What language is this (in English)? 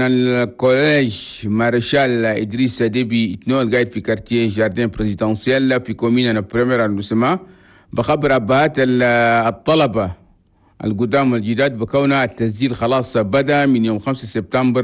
Chadian Arabic